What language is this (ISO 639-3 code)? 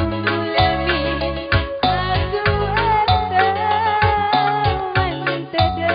btx